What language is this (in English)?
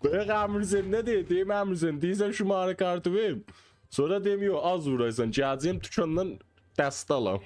South Azerbaijani